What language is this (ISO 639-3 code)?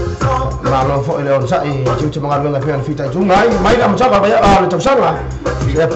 smo